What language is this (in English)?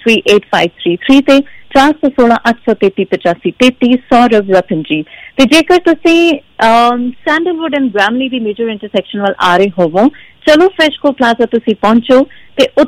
Punjabi